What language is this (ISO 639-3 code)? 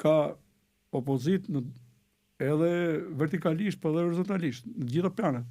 sqi